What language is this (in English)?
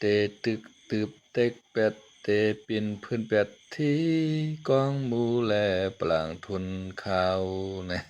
Shan